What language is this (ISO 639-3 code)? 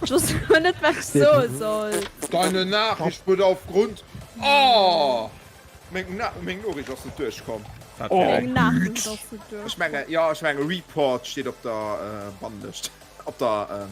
ltz